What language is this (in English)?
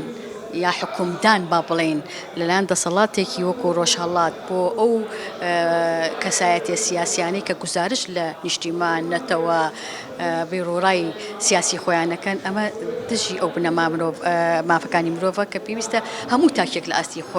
Central Kurdish